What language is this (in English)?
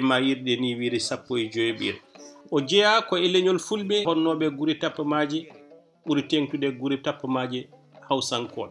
Fula